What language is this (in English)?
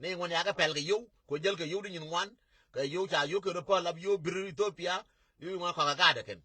Nuer